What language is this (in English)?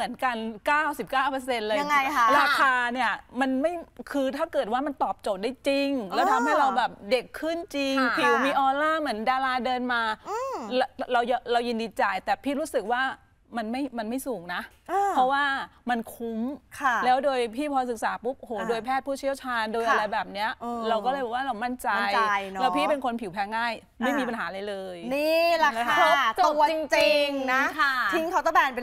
Thai